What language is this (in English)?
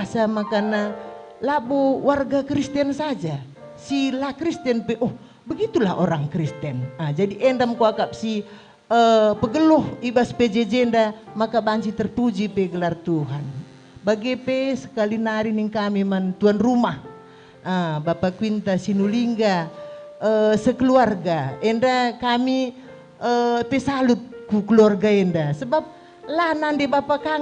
Batak Karo